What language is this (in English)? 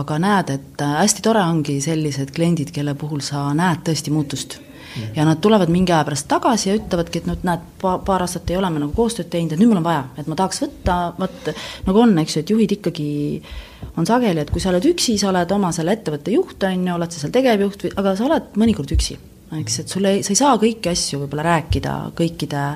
Estonian